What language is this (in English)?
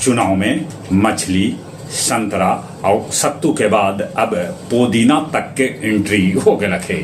Magahi